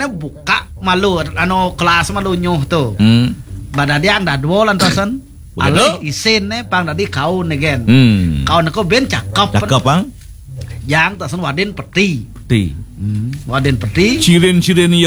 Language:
Balinese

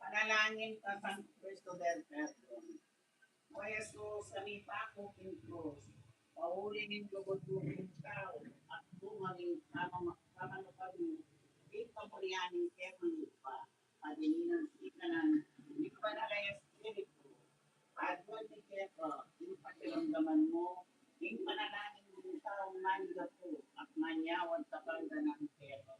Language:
Pampanga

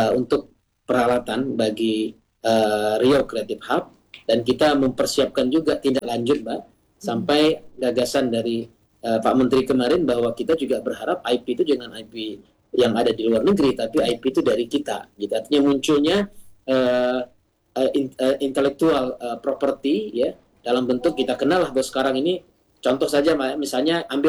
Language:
Indonesian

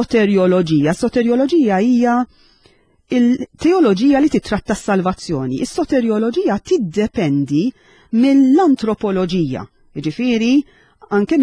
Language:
Maltese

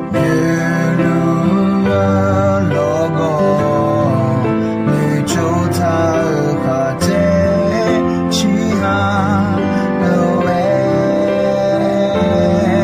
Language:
Akha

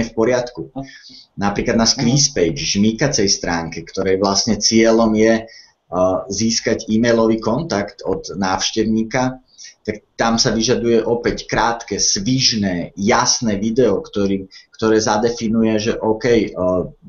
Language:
Slovak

